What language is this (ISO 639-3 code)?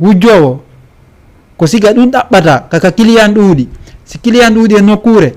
ful